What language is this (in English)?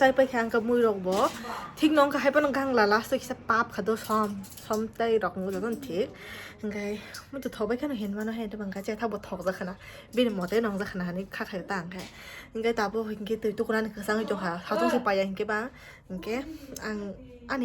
Kok Borok